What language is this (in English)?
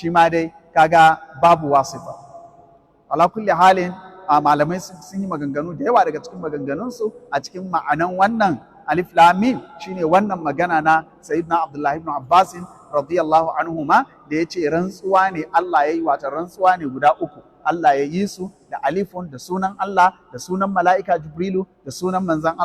Hausa